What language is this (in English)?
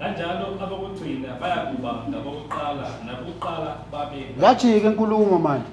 Zulu